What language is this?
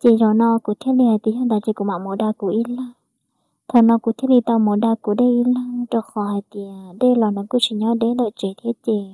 Hmong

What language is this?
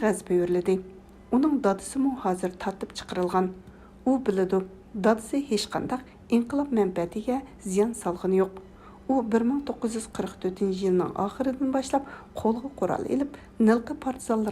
Uyghur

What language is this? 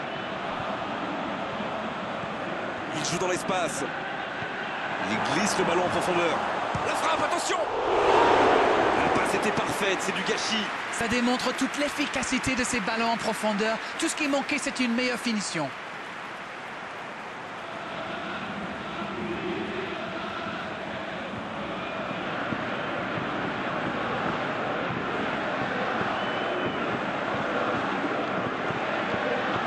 French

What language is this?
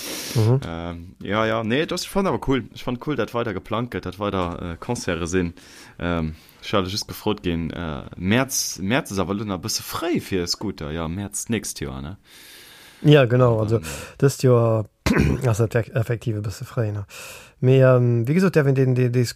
Luxembourgish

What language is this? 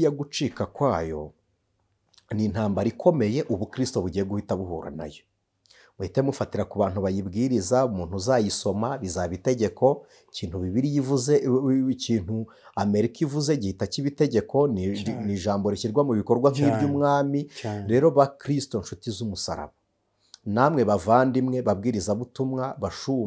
Kinyarwanda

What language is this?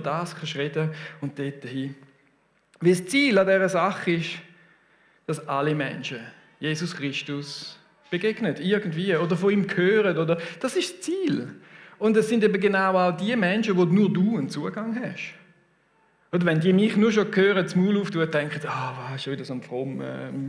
Swiss German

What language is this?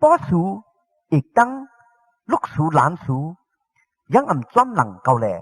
Shan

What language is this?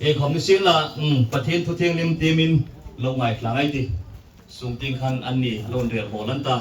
Hmar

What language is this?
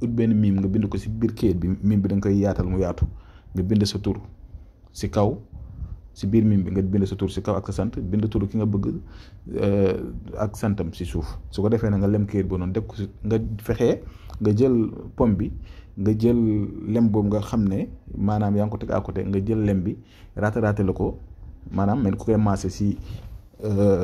Wolof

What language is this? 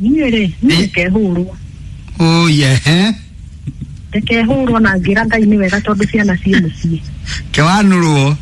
Kikuyu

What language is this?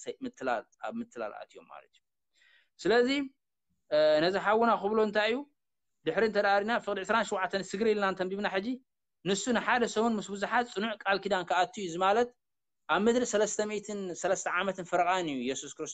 Tigrinya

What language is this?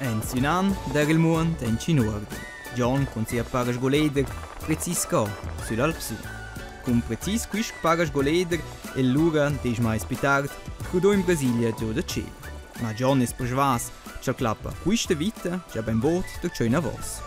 Romansh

